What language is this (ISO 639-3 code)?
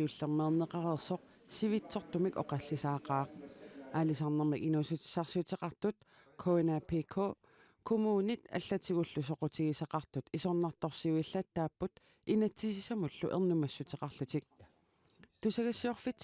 kal